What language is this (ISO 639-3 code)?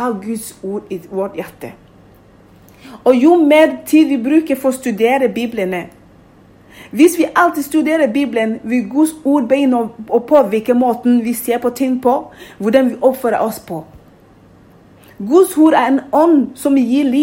nor